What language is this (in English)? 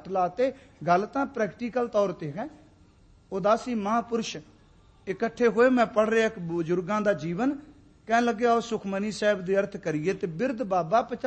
Punjabi